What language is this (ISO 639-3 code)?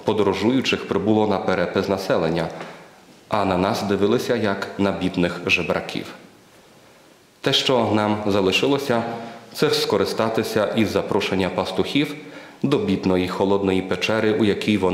ukr